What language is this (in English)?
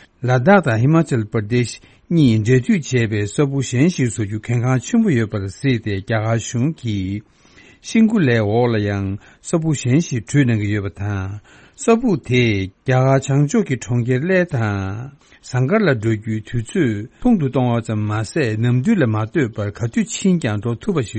Tibetan